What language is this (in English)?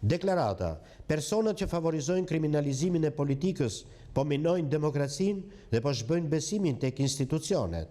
Albanian